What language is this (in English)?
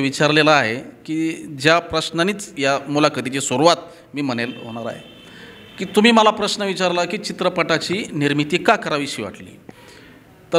Marathi